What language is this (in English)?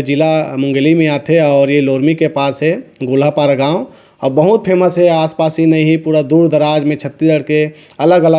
Chhattisgarhi